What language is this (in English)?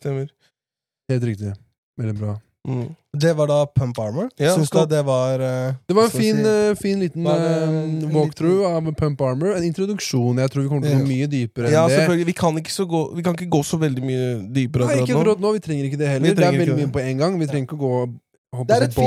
Norwegian